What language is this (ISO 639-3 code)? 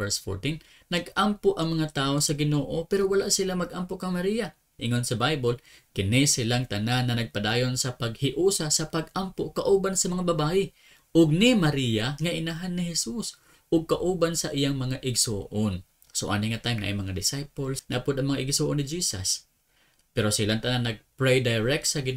ceb